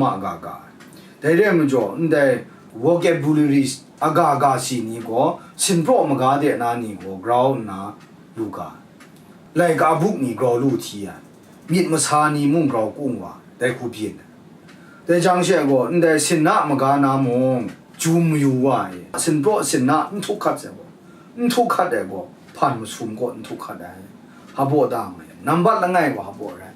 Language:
Kachin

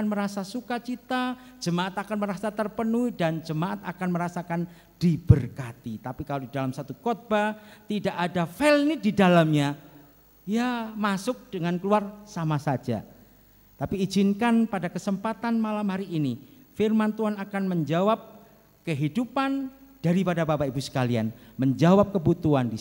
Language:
Indonesian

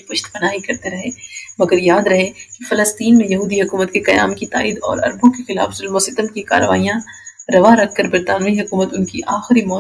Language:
Urdu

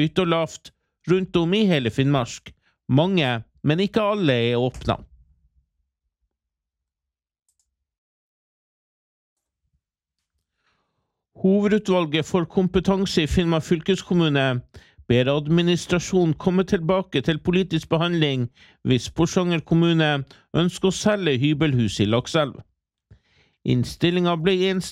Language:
Norwegian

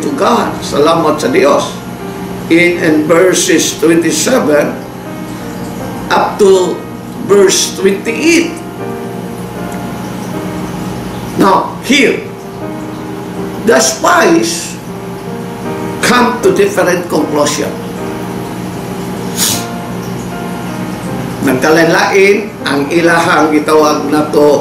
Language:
Cebuano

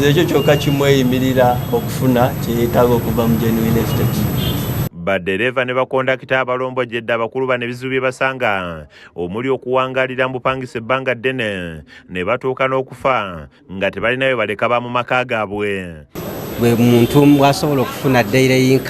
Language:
Ganda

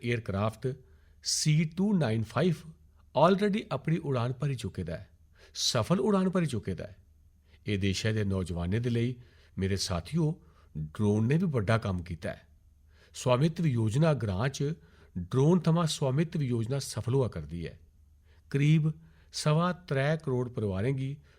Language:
Dogri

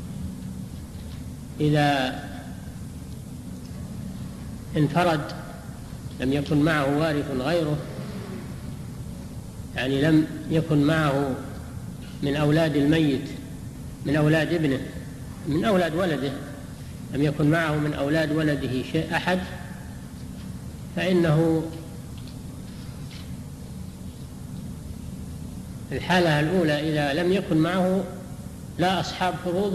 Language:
Arabic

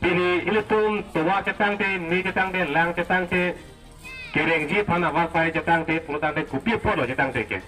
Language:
Karbi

